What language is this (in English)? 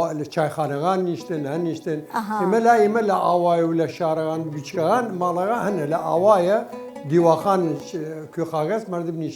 Southern Kurdish